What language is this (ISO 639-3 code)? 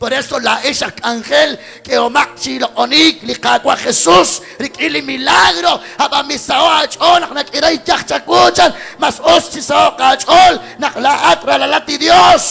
kek